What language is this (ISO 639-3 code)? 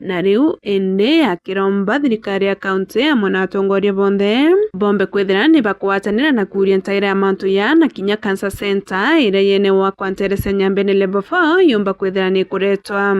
mer